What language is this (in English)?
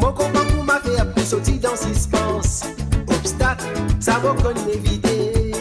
Morisyen